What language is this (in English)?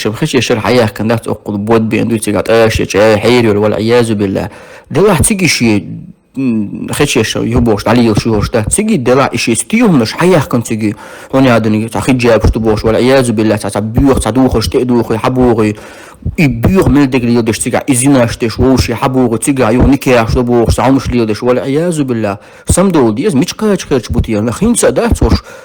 Chechen